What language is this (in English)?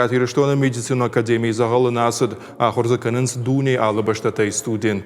Ossetic